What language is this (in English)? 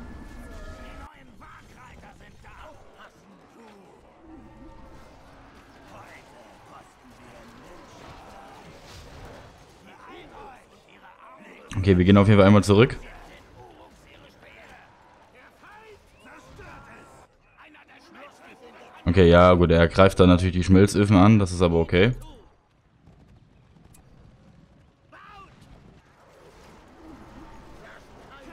German